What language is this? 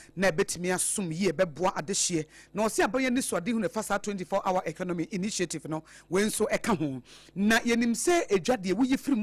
Akan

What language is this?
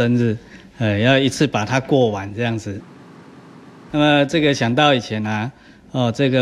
Chinese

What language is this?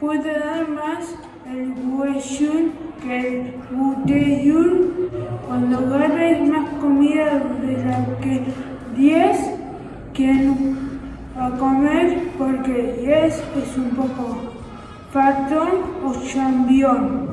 Asturian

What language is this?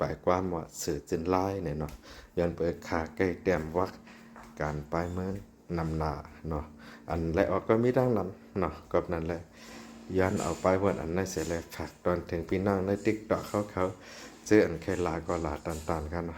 Shan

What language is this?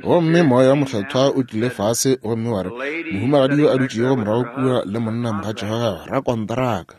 Northern Sotho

